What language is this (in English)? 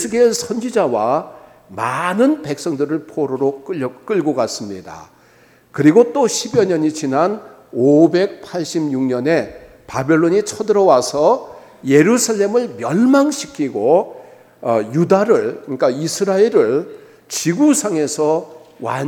Korean